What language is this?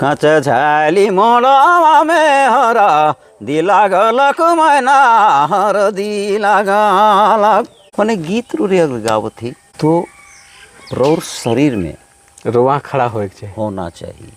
Sadri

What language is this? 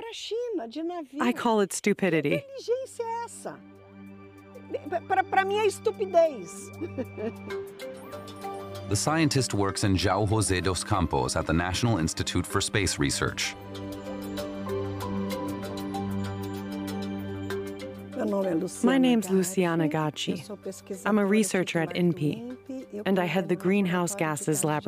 English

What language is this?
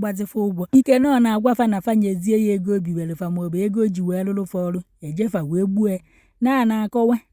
Igbo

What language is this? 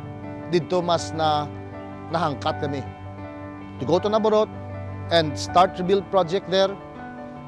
Hiligaynon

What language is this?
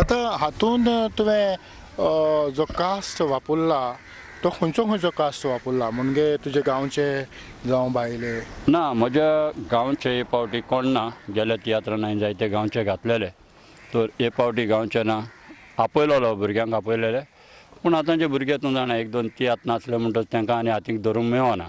Konkani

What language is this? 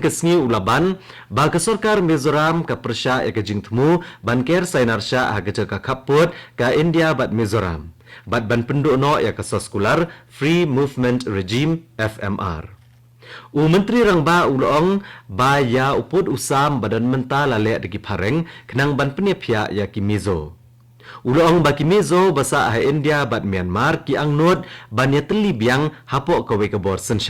Khasi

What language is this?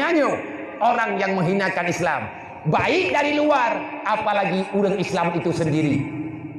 Achinese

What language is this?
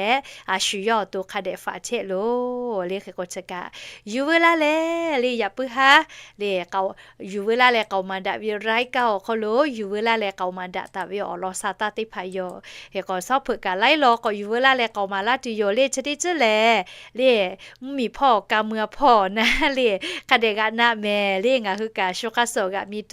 Lahu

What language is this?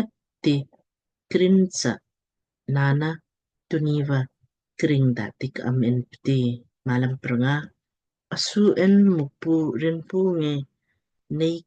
Lamkang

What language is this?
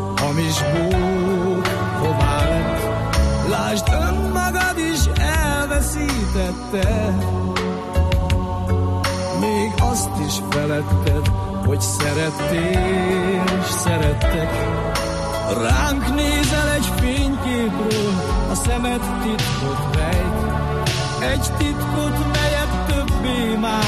Hungarian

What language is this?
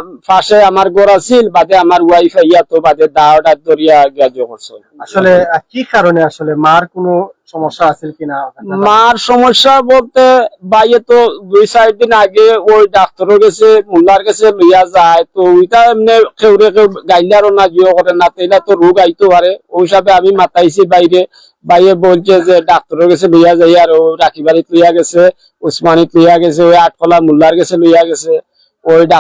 Sylheti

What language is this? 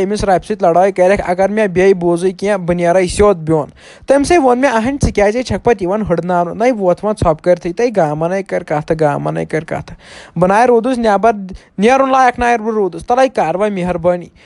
Kashmiri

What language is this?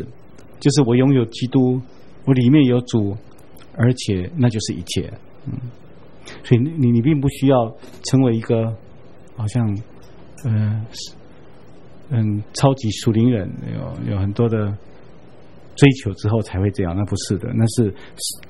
Chinese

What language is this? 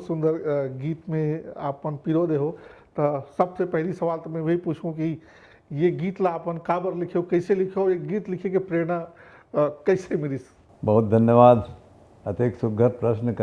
Chhattisgarhi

